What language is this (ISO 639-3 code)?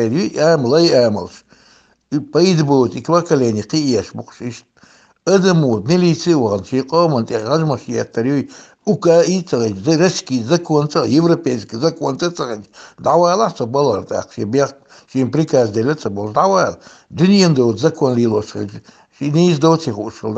che